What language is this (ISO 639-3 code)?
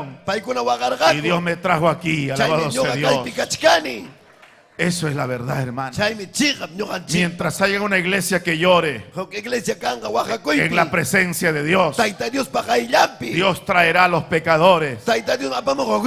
quy